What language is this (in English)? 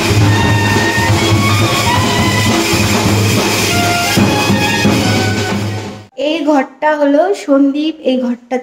Bangla